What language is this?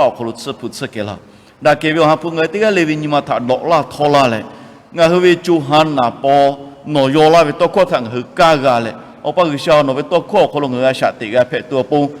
Lahu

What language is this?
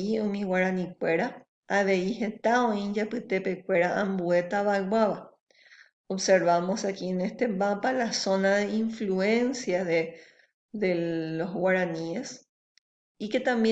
Guarani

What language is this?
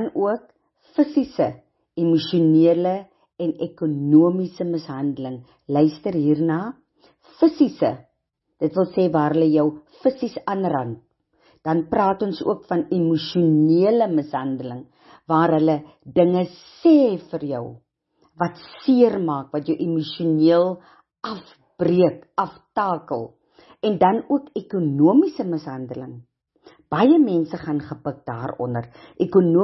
Afrikaans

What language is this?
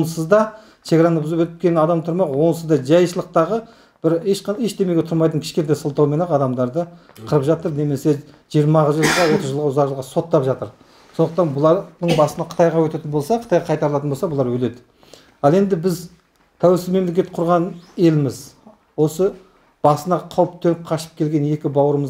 Kazakh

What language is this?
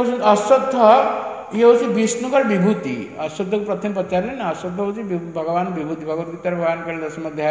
Odia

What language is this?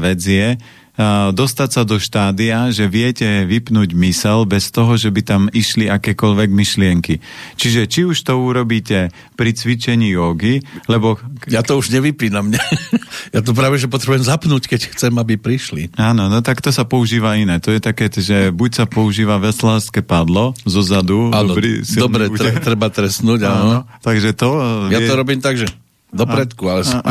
Slovak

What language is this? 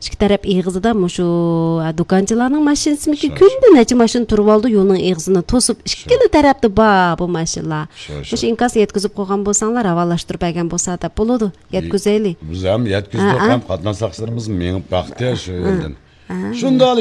Uyghur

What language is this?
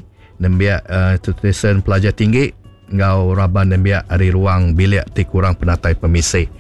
Iban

